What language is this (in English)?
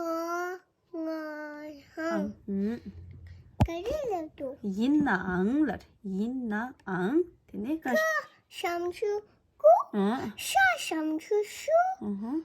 Tibetan